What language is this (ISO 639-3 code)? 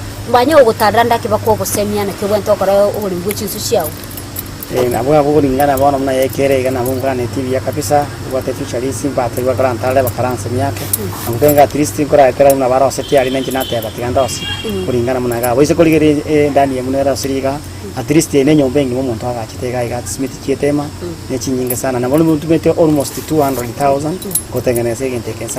guz